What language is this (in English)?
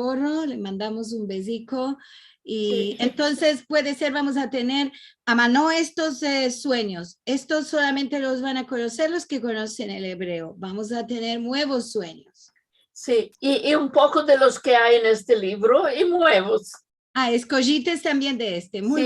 Ladino